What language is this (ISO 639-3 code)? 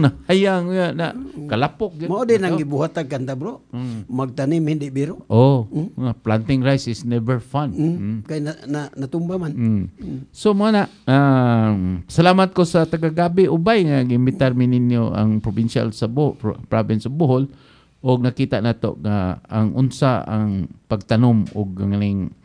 ceb